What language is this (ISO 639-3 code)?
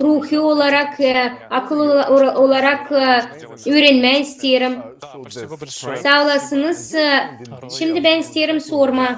gag